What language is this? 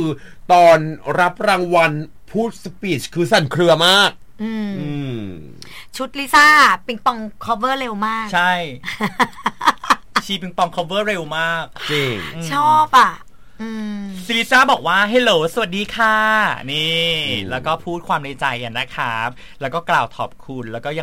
Thai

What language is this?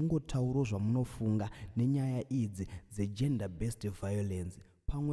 Shona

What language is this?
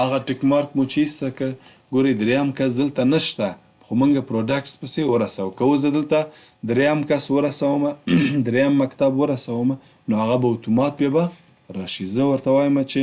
Pashto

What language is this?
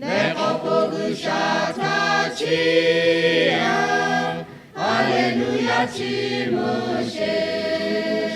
Lahu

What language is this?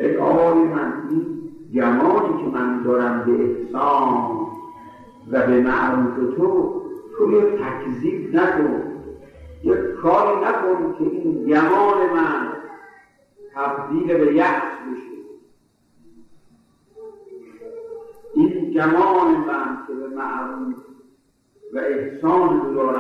Persian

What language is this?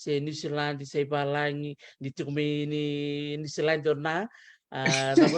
Fijian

